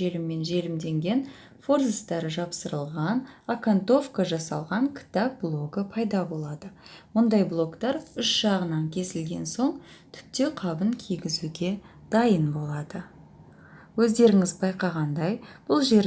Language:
Kazakh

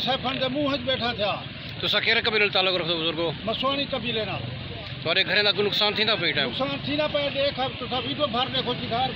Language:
Saraiki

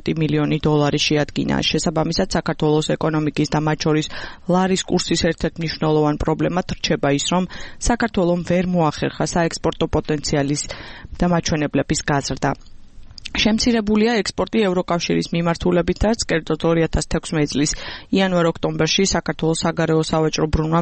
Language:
Georgian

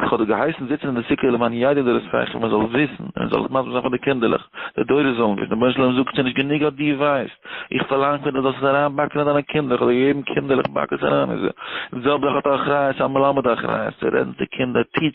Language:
Yiddish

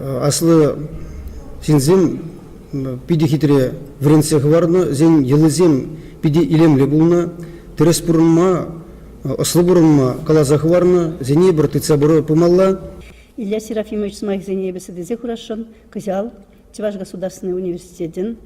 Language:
Chuvash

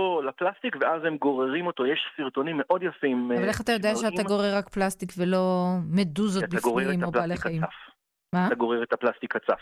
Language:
Hebrew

